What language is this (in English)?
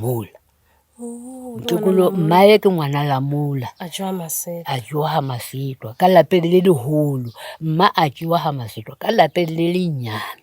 Northern Sotho